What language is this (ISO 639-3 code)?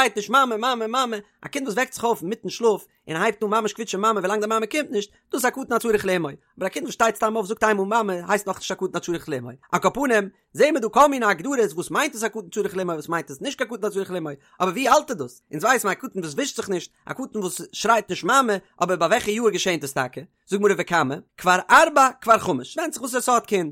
yid